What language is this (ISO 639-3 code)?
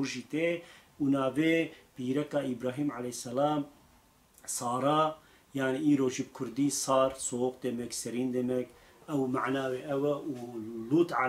kur